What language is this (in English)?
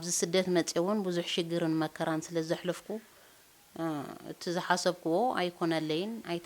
Tigrinya